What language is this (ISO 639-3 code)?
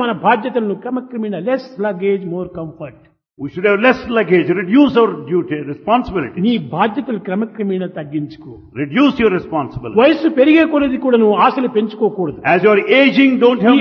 tel